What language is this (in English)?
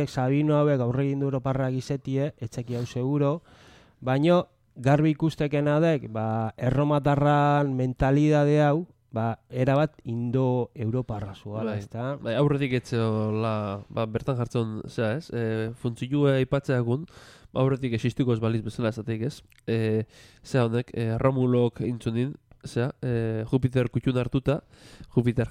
Basque